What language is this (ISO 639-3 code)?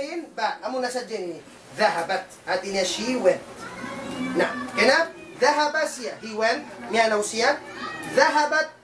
tsg